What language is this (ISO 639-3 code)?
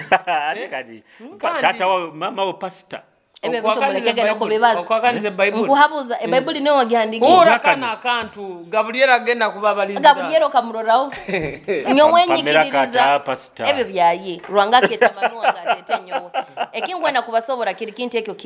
nyo